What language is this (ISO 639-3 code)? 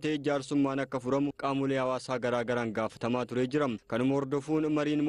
orm